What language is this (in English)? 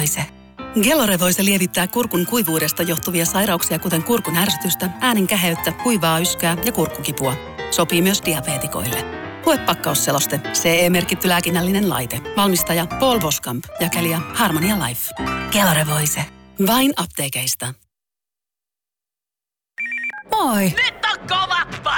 Finnish